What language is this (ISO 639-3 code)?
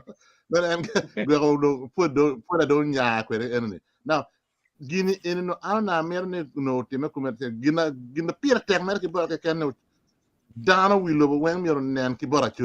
ach